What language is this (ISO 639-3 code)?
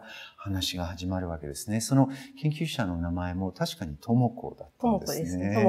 jpn